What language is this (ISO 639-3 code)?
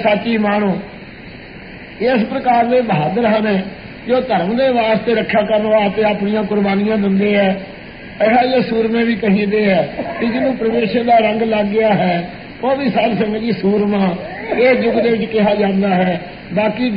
pan